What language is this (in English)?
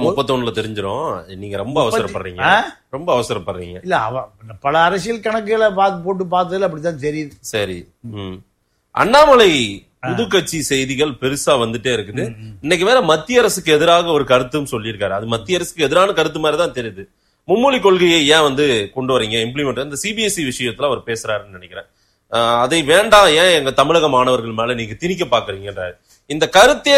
Tamil